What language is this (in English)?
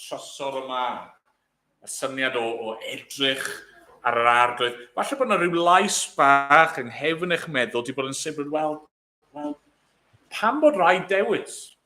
Welsh